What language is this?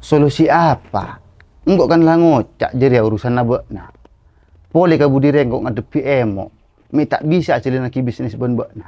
Madurese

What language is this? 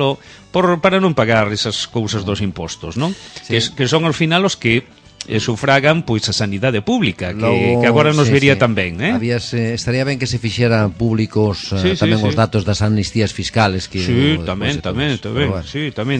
Galician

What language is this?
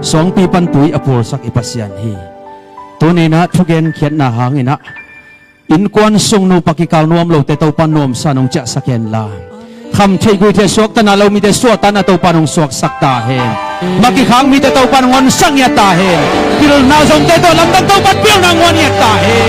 Tedim Chin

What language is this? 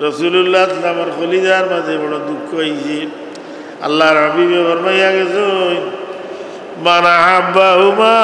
Sylheti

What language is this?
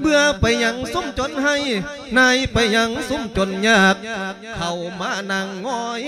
Lao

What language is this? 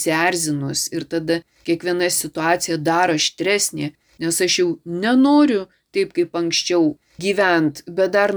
Lithuanian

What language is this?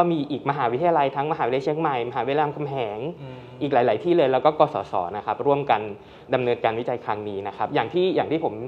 Thai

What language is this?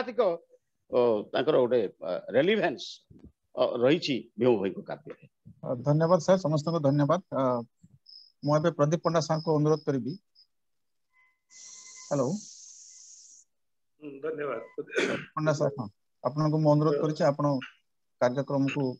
Odia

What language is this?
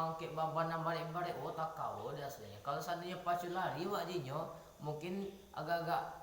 Minangkabau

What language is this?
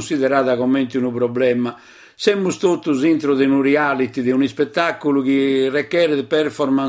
Sardinian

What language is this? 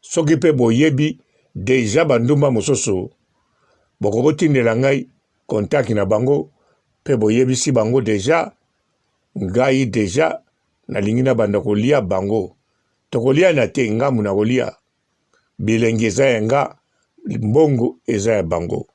Lingala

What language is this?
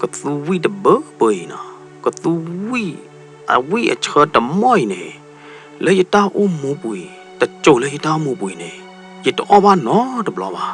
S'gaw Karen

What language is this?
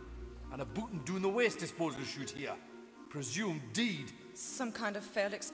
Czech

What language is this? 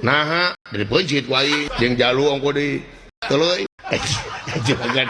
Sundanese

